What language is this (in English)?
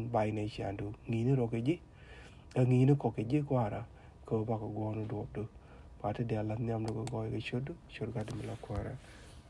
Nuer